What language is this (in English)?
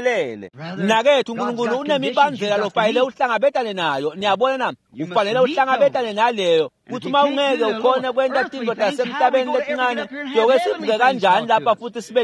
Swati